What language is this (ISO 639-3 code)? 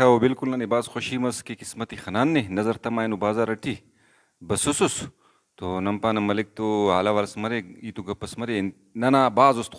brh